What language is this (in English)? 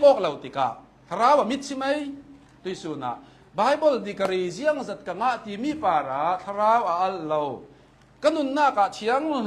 Hakha Chin